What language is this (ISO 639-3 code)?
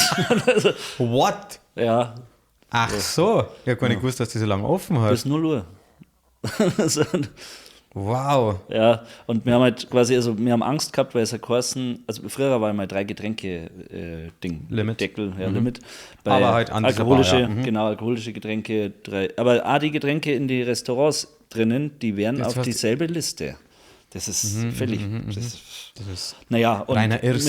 bar